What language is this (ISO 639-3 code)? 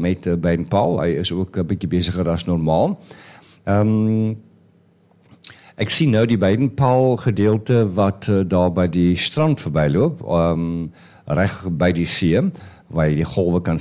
afr